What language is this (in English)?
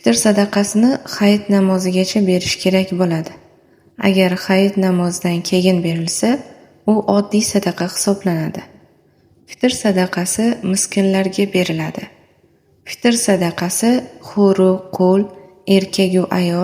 Uzbek